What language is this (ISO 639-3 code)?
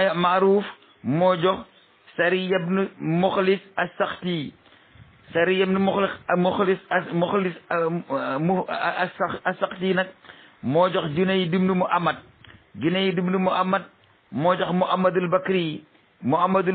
wol